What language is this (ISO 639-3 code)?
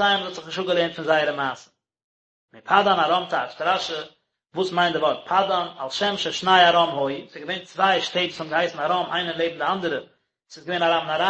yid